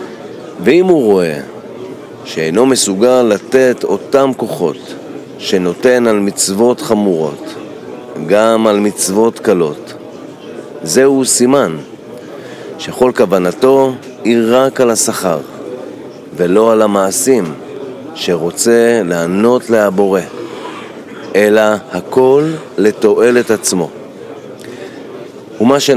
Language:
Hebrew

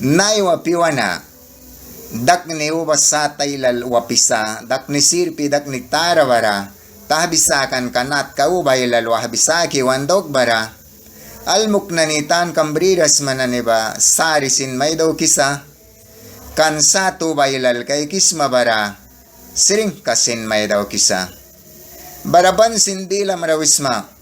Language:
Mískito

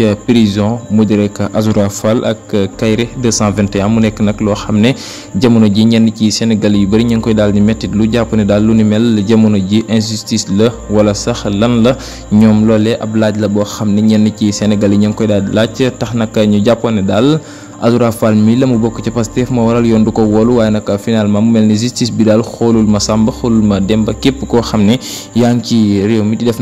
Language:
Wolof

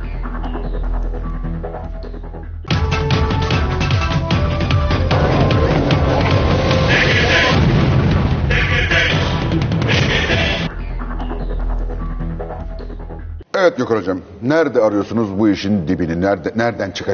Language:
Turkish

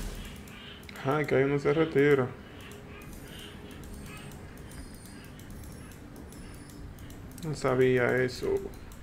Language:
Spanish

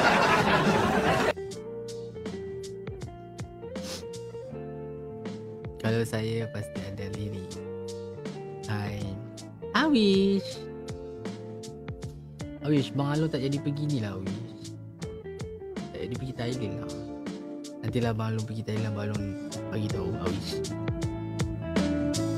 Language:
Malay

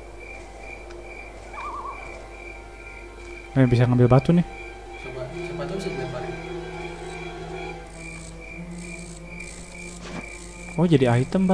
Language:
Indonesian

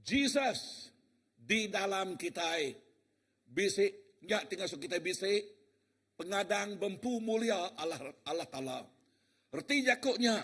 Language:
Iban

